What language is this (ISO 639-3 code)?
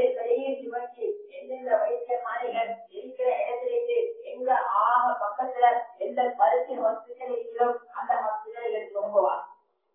tam